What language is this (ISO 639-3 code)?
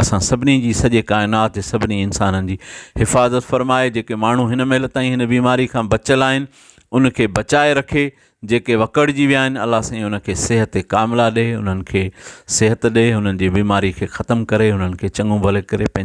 snd